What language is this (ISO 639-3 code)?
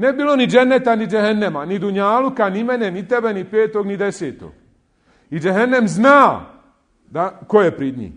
bos